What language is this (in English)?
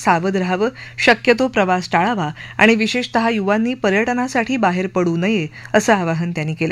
Marathi